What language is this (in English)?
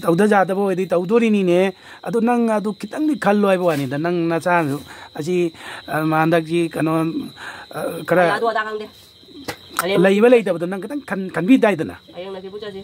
Manipuri